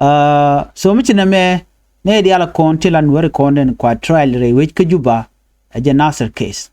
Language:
Nuer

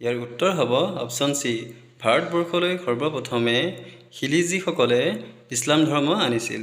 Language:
Assamese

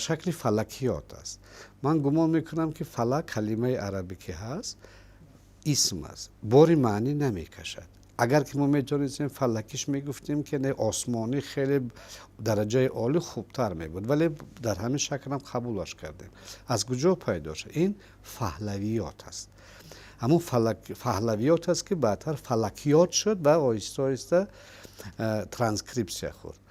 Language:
Tajik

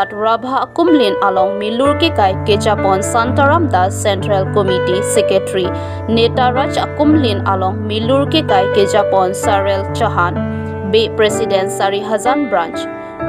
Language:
Karbi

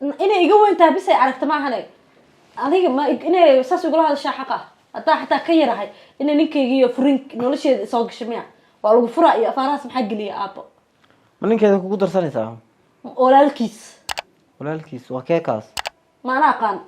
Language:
Somali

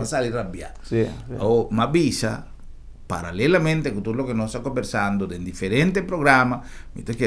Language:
Papiamento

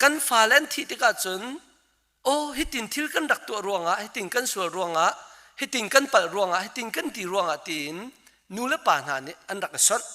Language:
Hakha Chin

